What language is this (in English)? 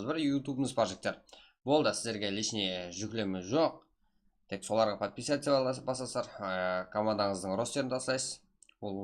Kara-Kalpak